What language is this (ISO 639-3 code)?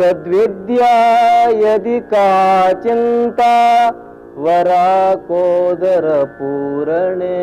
san